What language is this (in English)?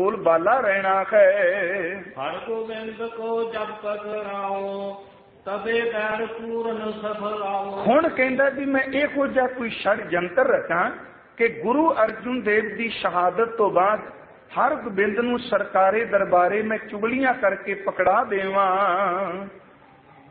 Punjabi